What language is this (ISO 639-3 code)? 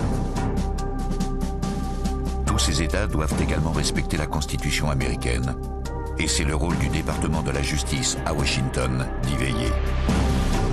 fra